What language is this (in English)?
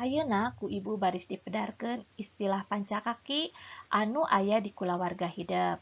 Sundanese